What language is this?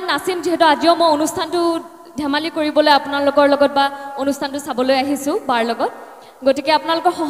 Assamese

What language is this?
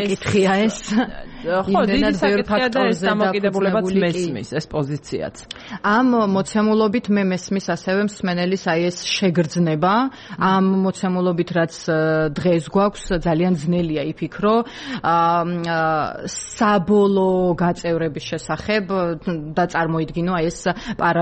Georgian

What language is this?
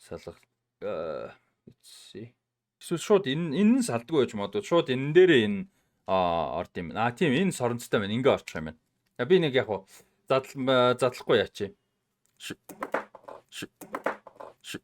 Mongolian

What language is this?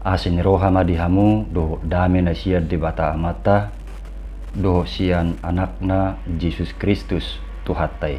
Batak Toba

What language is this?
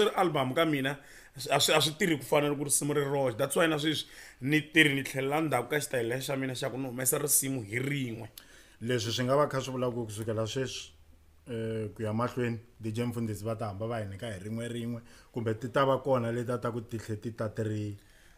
Tsonga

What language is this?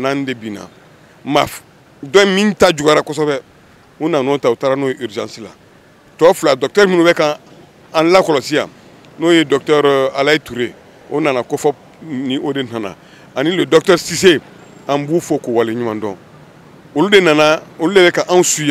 Bambara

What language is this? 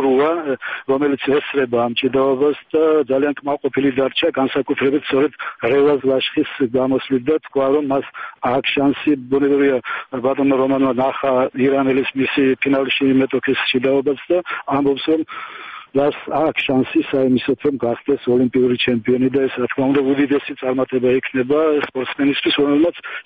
Georgian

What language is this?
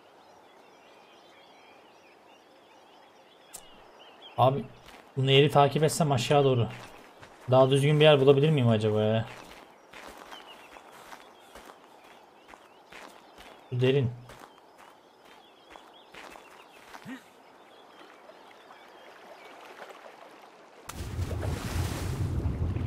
Turkish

